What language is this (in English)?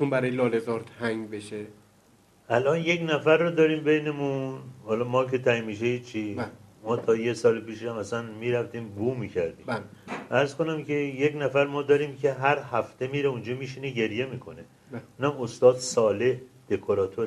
Persian